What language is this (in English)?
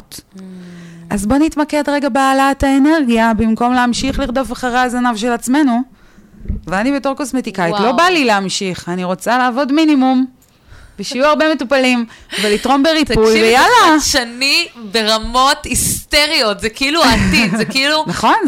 Hebrew